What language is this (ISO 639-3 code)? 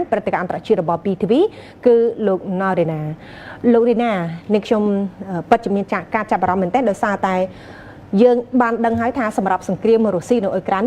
khm